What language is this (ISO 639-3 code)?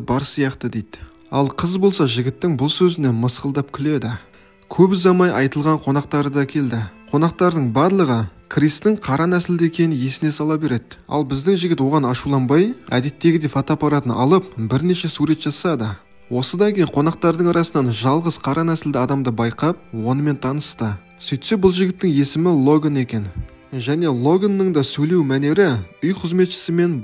kaz